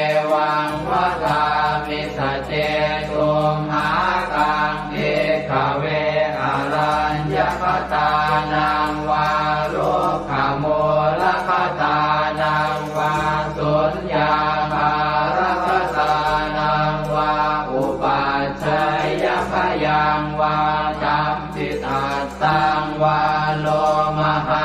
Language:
Pali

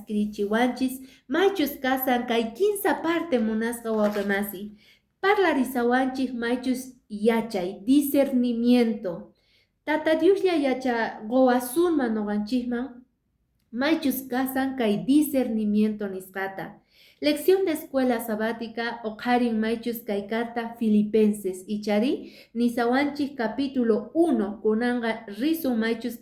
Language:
Quechua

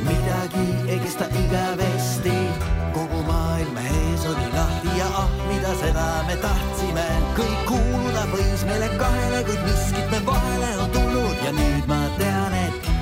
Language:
Estonian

